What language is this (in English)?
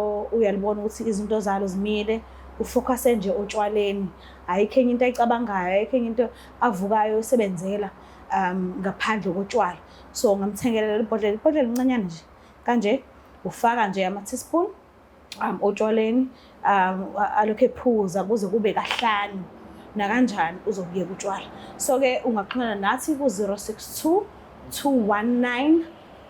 Zulu